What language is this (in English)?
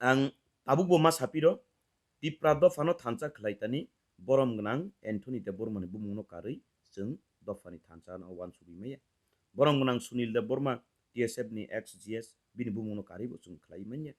Kok Borok